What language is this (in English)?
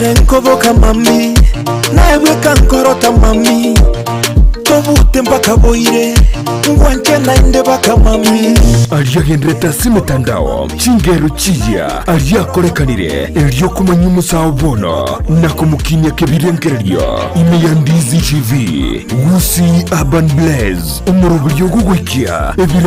Gusii